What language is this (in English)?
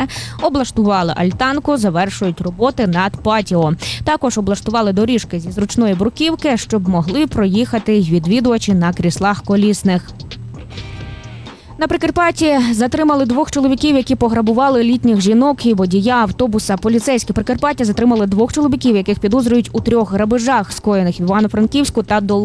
Ukrainian